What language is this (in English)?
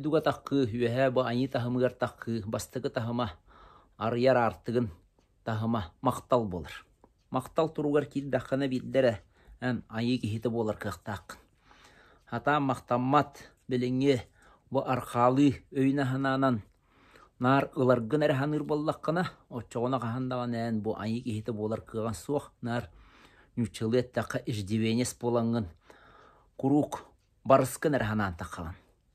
Yakut